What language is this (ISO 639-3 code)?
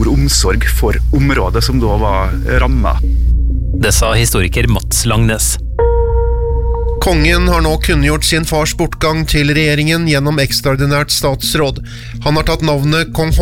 nor